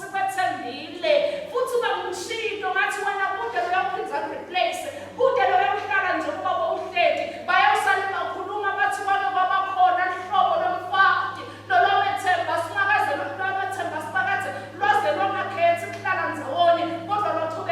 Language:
Swati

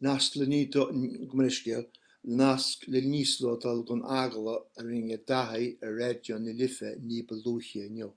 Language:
Irish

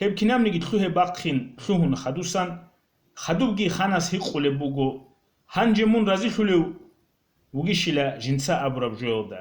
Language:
Avaric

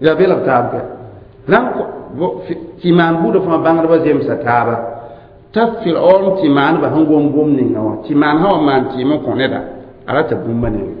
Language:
Mossi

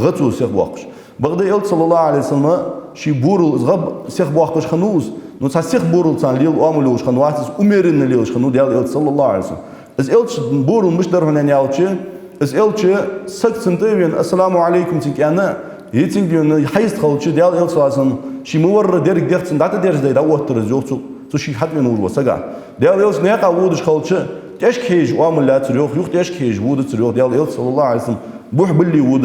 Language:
Ingush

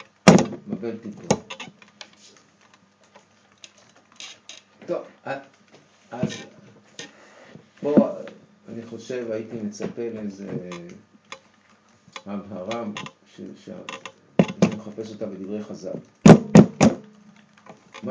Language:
Hebrew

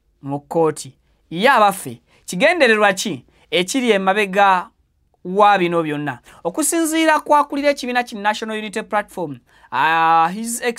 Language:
Ganda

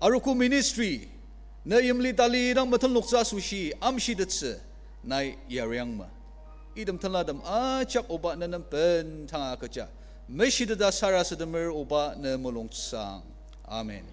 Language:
Ao Naga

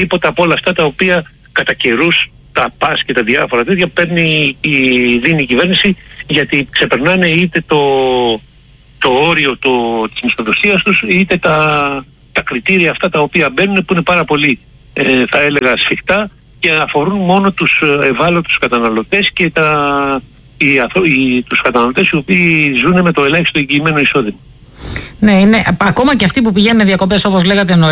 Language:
Greek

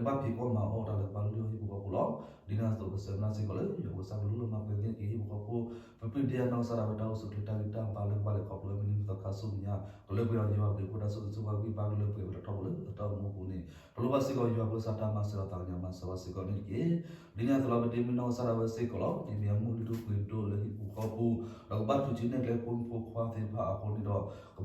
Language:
S'gaw Karen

